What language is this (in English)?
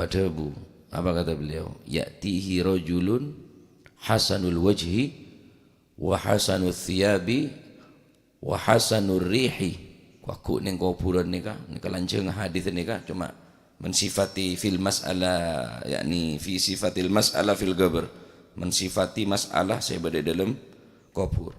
Madurese